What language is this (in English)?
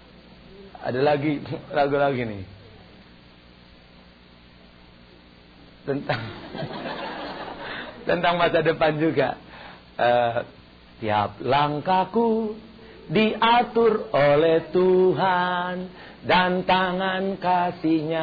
Indonesian